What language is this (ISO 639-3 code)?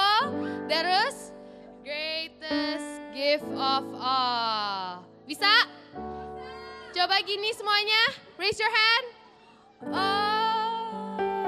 ind